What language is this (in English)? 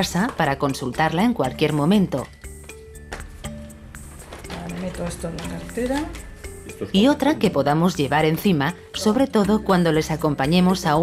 Spanish